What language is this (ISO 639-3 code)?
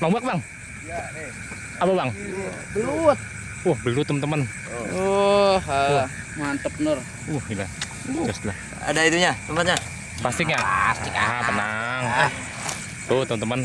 bew